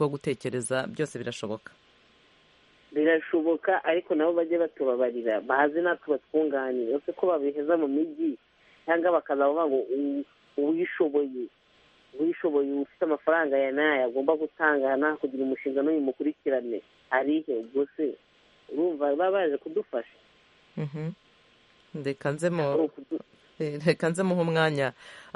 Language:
Kinyarwanda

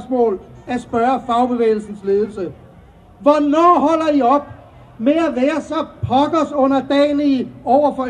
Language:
Danish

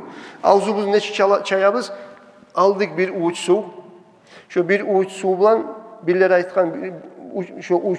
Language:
Kumyk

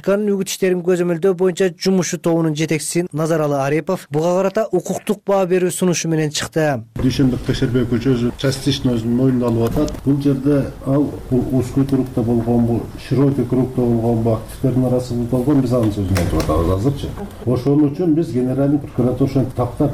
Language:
Kyrgyz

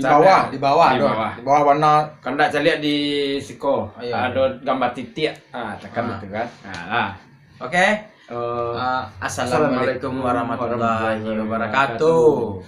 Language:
Minangkabau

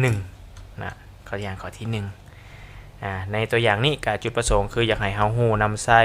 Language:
Lao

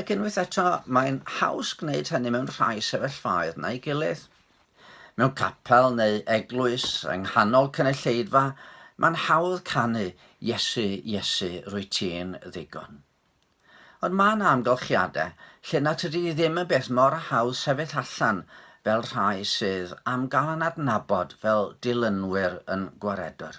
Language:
Welsh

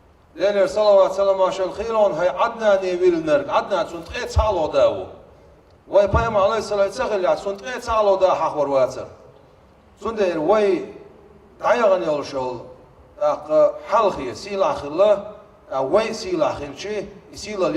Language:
Chechen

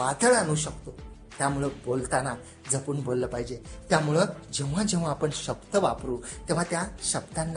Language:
Marathi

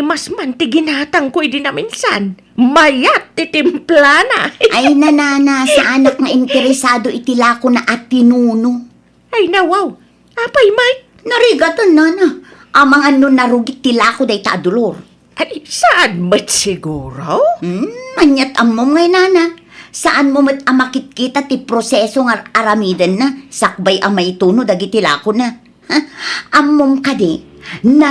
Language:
Iloko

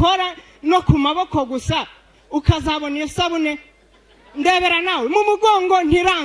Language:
Kinyarwanda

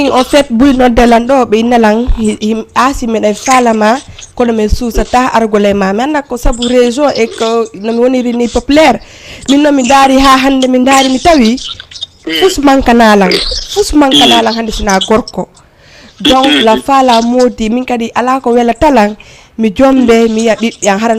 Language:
Fula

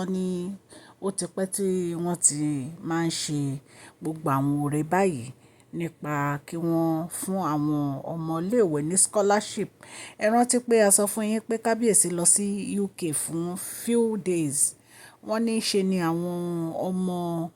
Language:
Yoruba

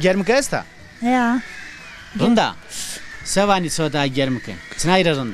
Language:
Zaza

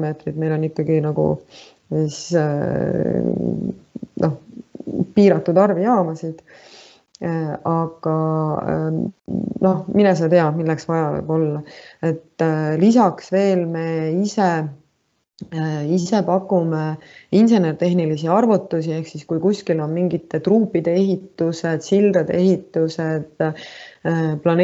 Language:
Estonian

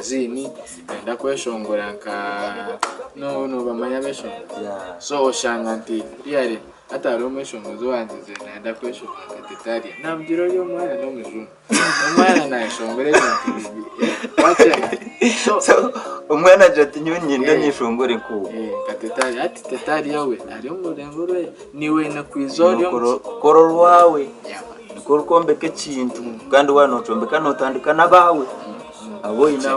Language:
Nyankole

